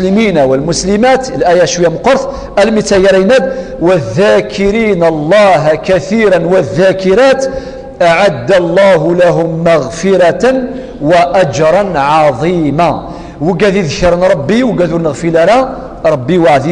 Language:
Kabyle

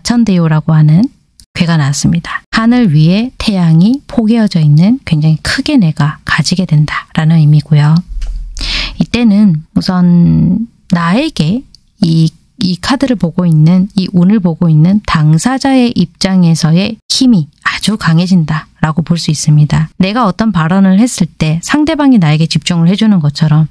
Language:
Korean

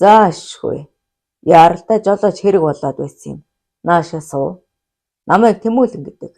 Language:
Mongolian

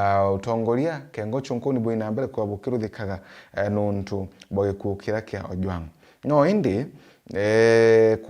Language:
Meru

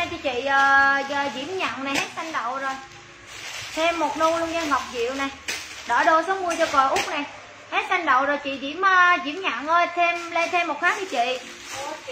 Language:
Vietnamese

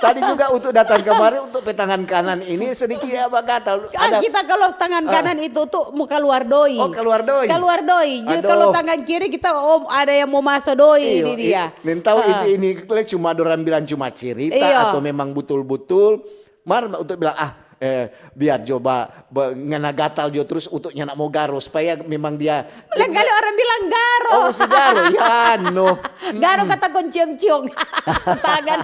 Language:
Manado Malay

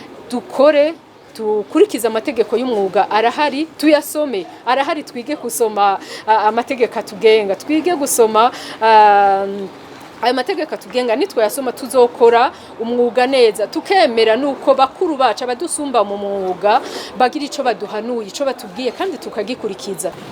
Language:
Rundi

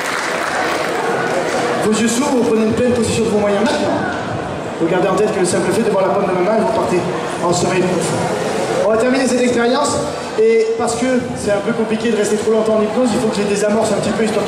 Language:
French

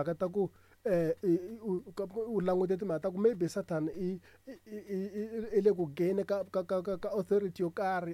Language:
Tsonga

